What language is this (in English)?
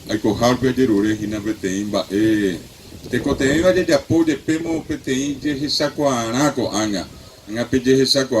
Guarani